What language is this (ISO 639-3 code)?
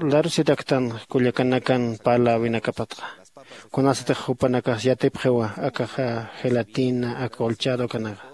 aym